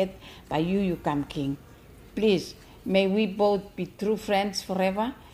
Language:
Bislama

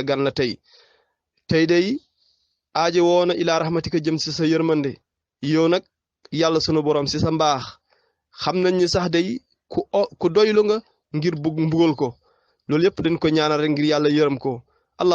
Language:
Wolof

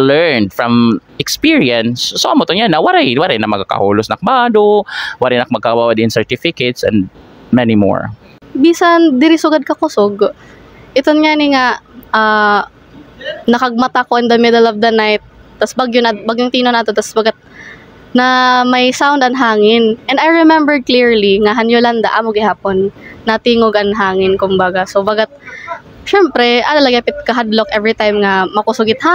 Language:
Waray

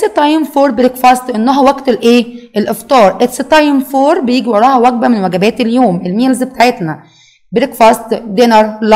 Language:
Egyptian Arabic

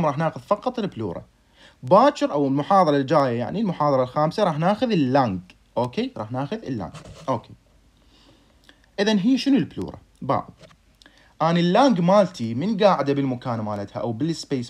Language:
Mesopotamian Arabic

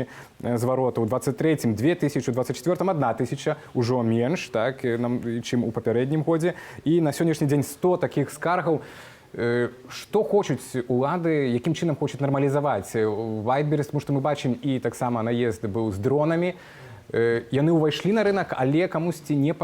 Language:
Belarusian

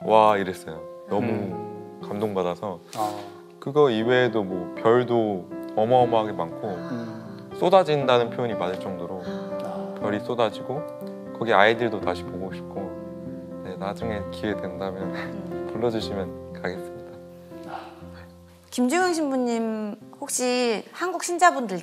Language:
Korean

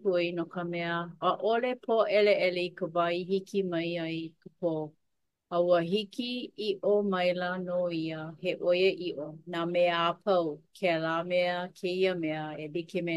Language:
Hawaiian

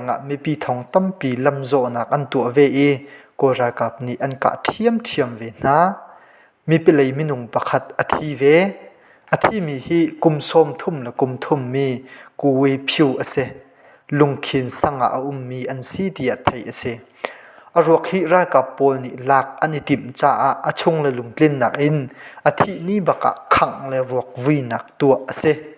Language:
Hakha Chin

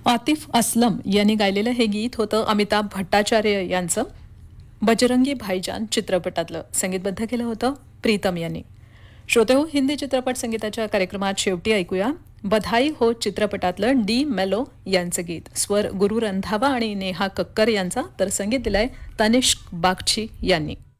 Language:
Marathi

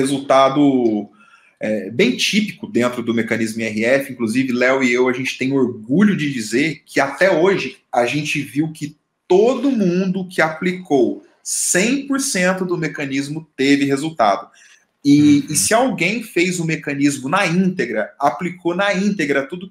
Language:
Portuguese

